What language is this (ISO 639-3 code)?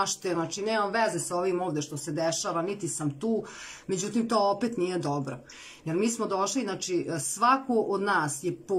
srp